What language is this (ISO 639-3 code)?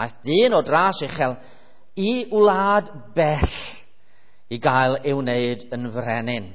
cym